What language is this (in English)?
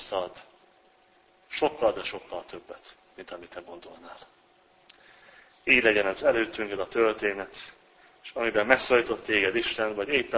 Hungarian